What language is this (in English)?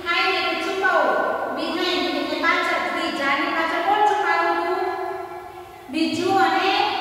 Gujarati